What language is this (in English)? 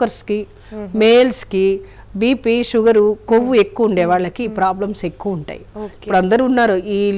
Telugu